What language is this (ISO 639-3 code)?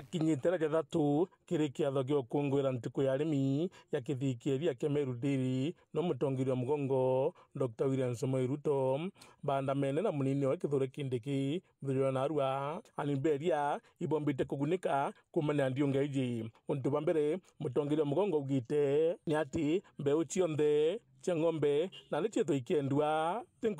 mer